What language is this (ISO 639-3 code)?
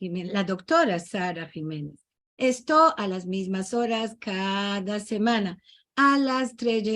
lad